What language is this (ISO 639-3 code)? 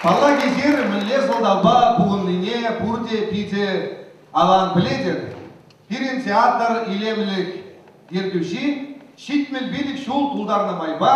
chv